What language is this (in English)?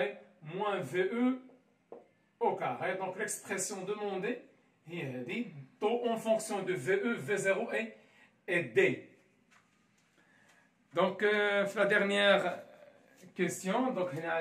French